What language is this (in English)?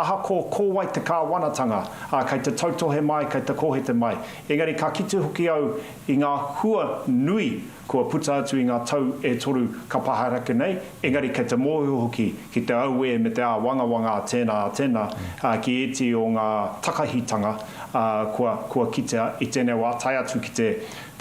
Māori